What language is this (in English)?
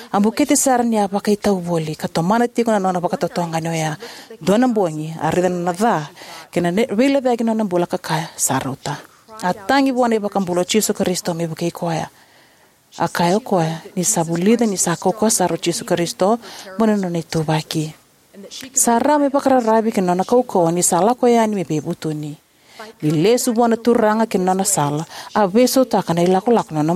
Fijian